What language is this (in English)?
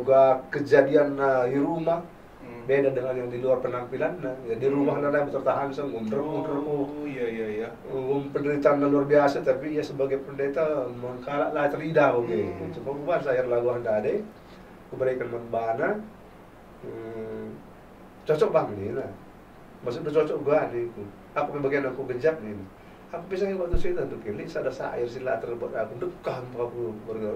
Batak Karo